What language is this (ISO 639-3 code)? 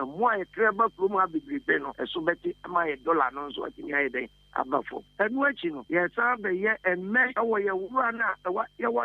aka